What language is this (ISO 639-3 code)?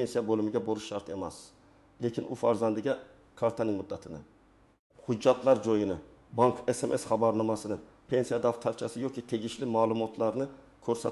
uzb